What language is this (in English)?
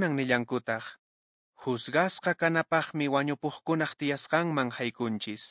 Quechua